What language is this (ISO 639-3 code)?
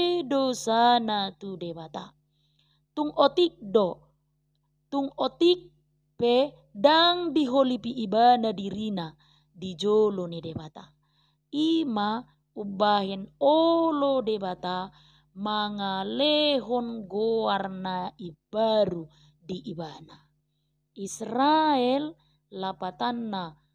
bbc